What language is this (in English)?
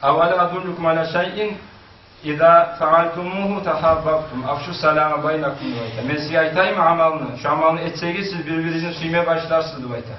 Kumyk